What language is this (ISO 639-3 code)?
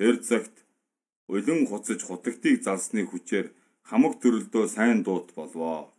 mon